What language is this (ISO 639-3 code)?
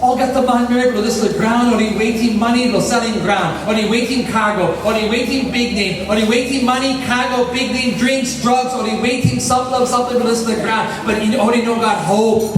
tpi